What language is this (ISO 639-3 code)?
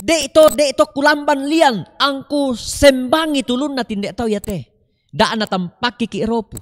sda